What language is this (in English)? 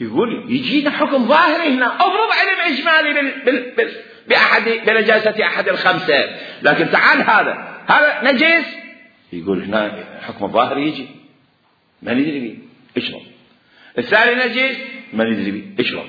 Mesopotamian Arabic